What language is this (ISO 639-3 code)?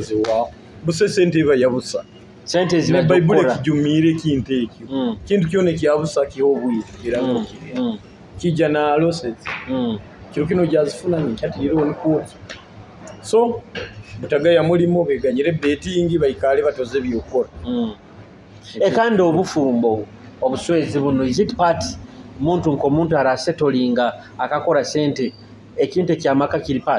nyo